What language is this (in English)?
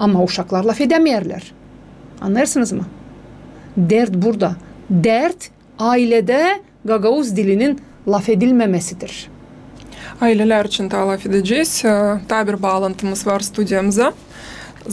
Gagauz